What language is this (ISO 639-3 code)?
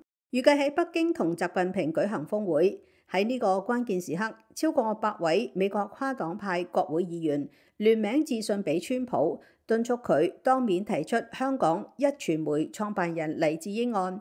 yue